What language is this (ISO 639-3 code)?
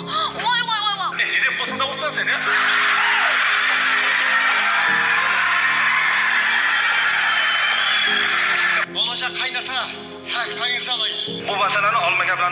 kaz